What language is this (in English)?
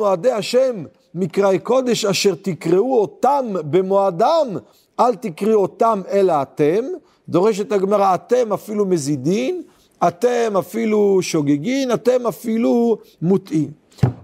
Hebrew